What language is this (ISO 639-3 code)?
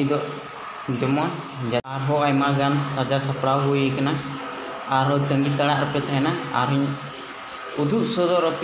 sat